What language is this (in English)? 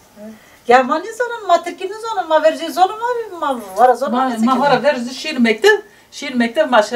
Zaza